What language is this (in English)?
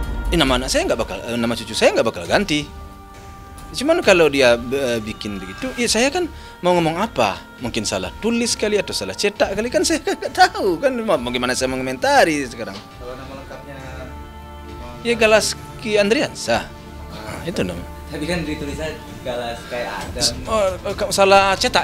Indonesian